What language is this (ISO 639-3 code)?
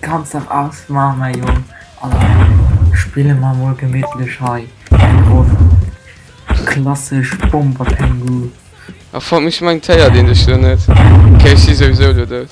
ltz